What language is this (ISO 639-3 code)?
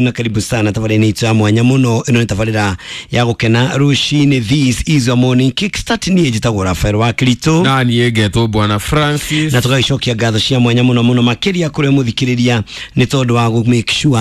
kik